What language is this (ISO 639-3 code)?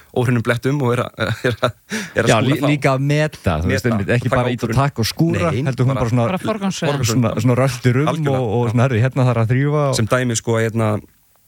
isl